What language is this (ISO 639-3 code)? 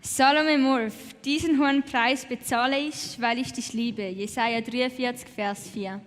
gsw